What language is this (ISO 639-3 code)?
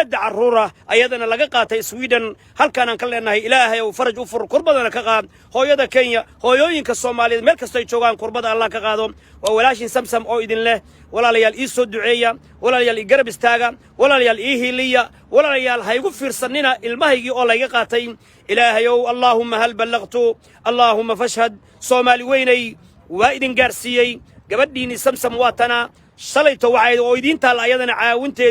som